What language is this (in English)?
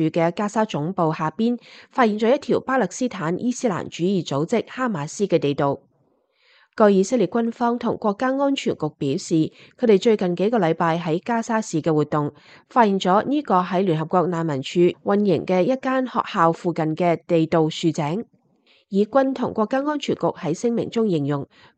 Cantonese